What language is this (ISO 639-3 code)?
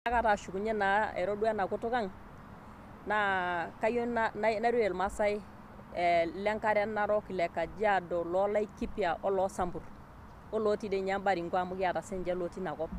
mas